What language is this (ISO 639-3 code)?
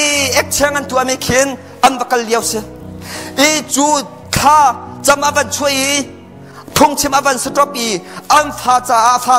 cnh